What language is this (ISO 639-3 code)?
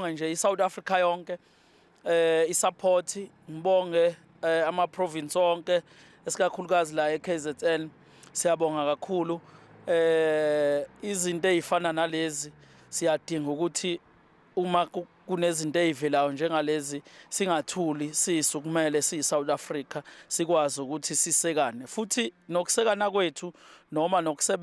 zul